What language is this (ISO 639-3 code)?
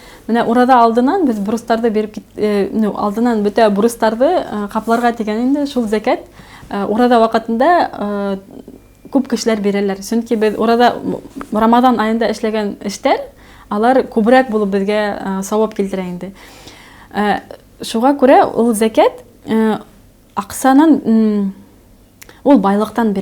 bak